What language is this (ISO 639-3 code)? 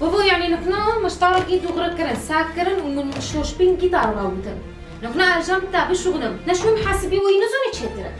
kur